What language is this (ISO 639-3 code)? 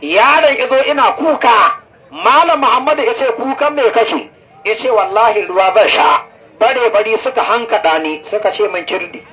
hau